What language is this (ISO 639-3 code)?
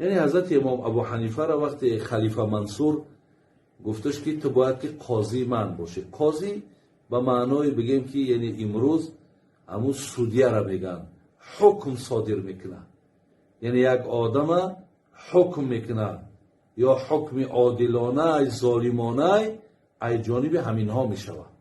tgk